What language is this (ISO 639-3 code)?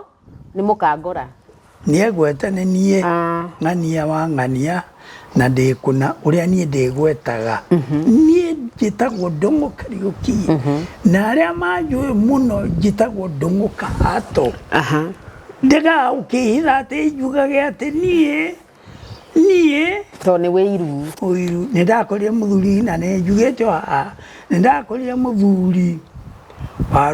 kik